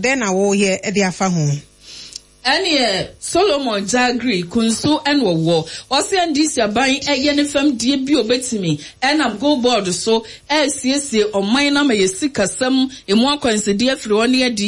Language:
Akan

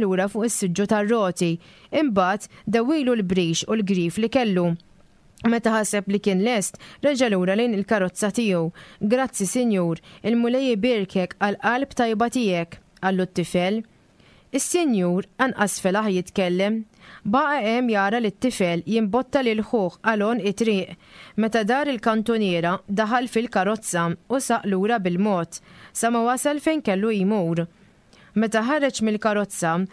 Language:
Maltese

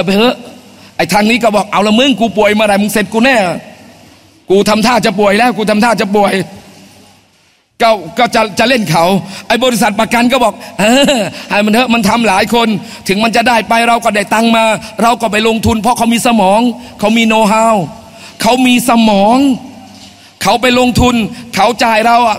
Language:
Thai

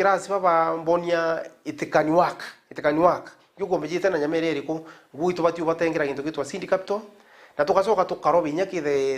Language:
Meru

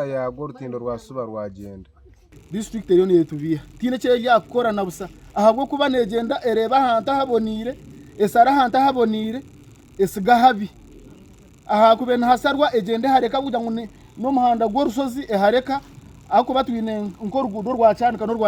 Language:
Nyankole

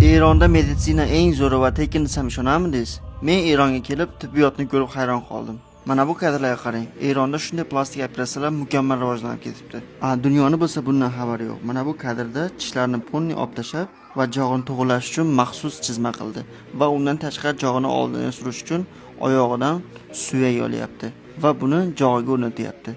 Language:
Uzbek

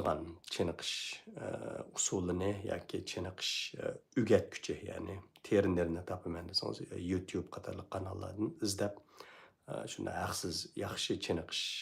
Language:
Uyghur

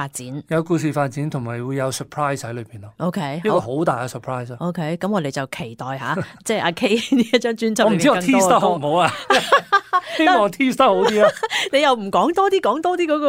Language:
Cantonese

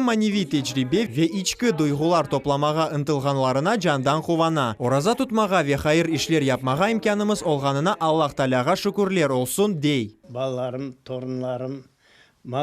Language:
Crimean Tatar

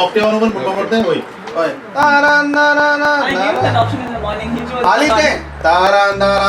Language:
Konkani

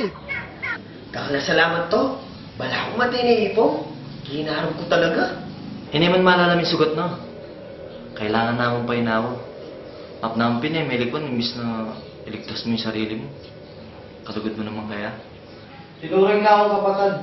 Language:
Pampanga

